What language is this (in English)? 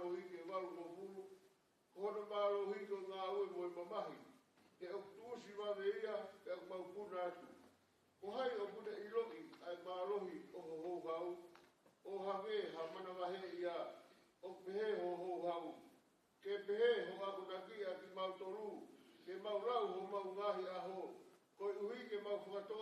Tongan